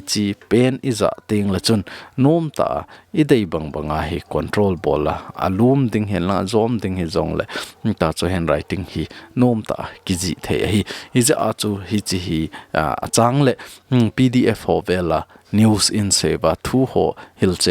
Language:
Thado Chin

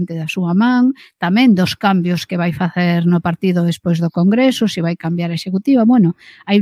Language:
Galician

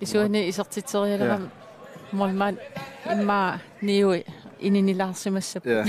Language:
Kalaallisut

